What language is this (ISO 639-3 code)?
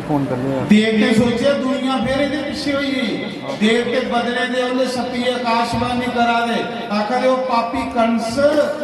doi